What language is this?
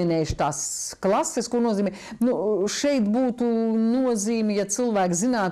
Latvian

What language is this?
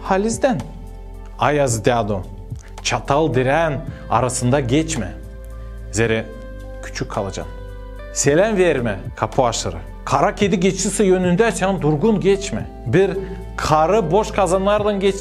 Gagauz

